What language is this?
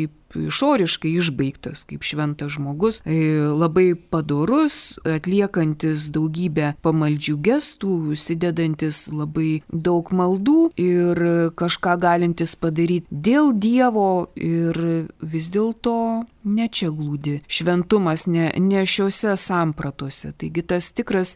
Lithuanian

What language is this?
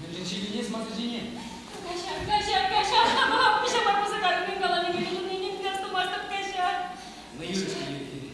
Chuvash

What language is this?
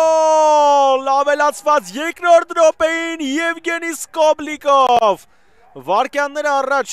Armenian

